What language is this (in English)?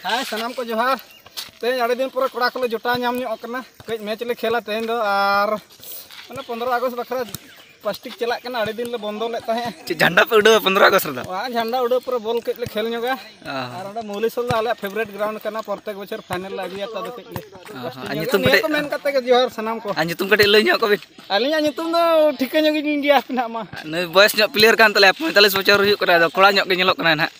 Santali